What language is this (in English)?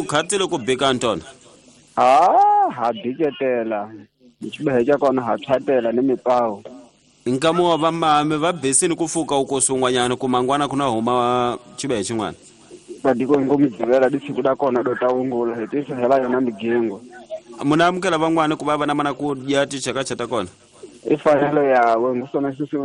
Tsonga